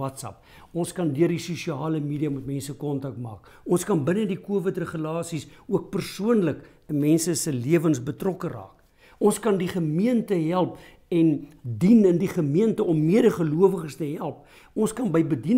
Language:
Afrikaans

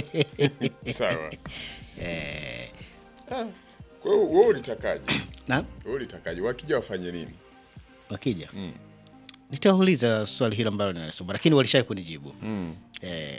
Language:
Swahili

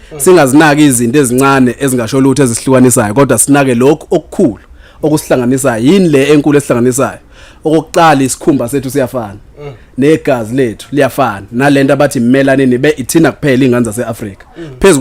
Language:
Zulu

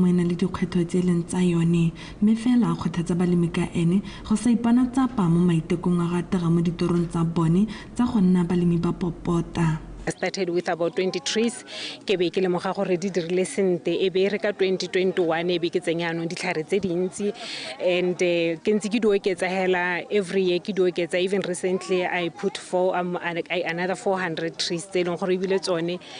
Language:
Tswana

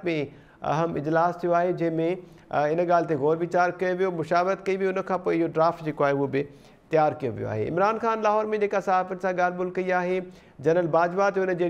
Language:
Sindhi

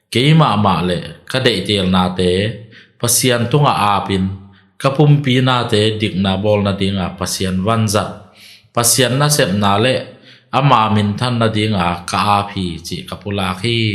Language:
Tedim Chin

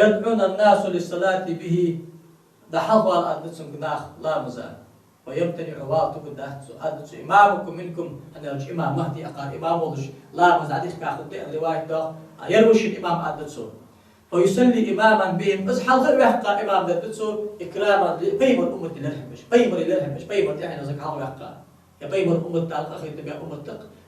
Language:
Ingush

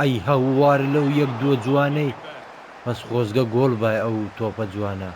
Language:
Central Kurdish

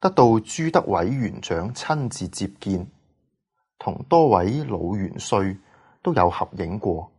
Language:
Cantonese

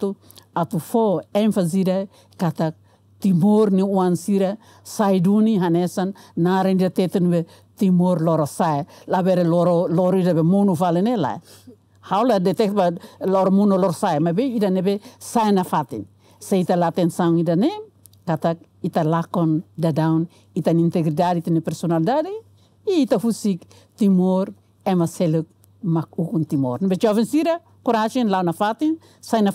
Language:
Tetum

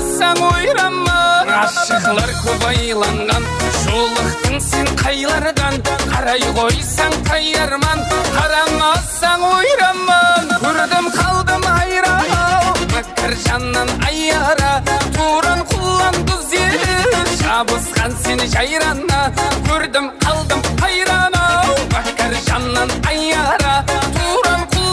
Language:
Kara-Kalpak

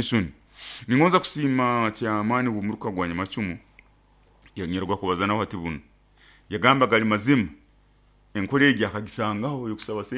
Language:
Nyoro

